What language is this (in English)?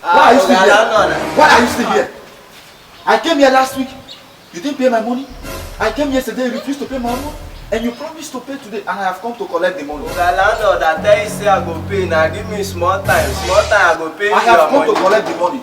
Nigerian Pidgin